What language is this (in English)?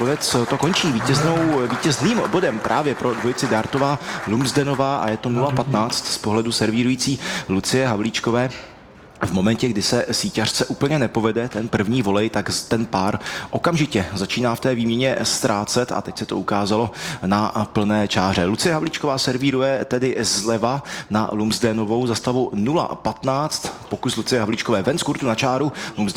Czech